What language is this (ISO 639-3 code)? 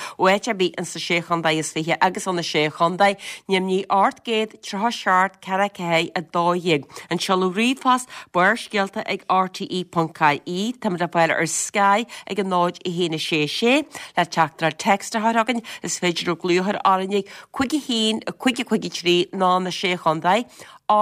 gle